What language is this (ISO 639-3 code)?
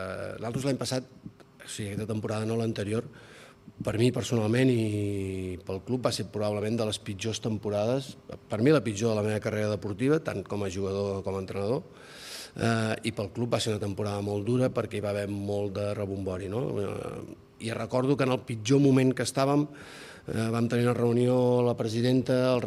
cat